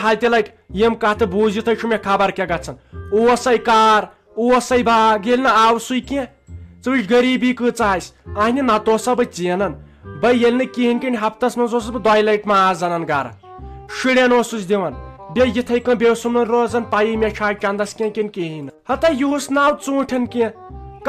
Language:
Kashmiri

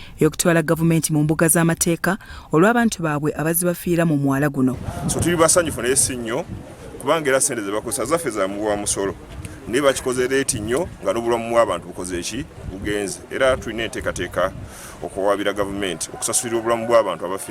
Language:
Ganda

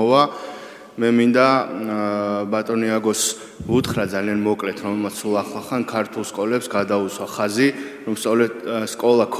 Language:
Georgian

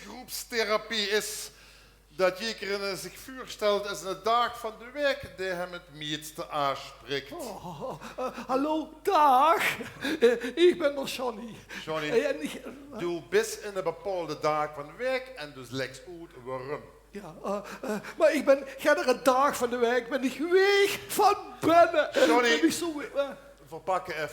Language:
Limburgish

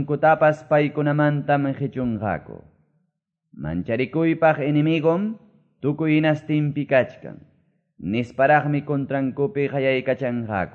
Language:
Quechua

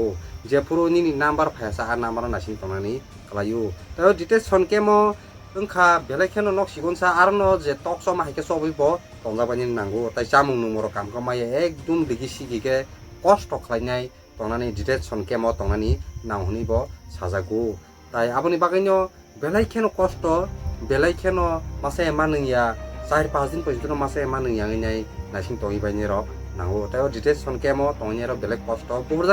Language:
Kok Borok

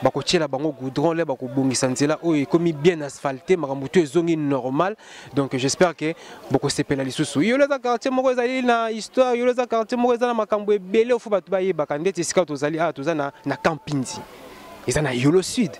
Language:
Lingala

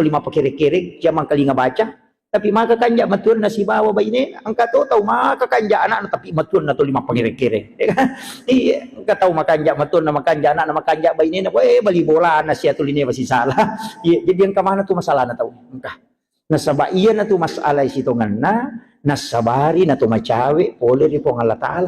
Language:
Buginese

